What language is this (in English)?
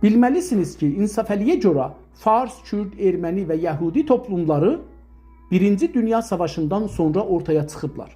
South Azerbaijani